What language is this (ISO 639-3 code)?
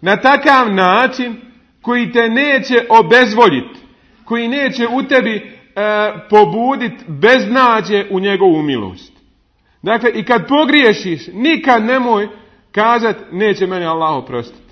bos